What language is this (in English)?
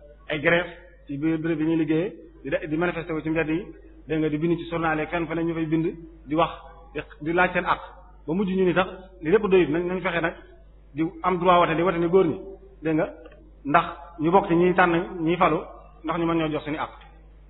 Wolof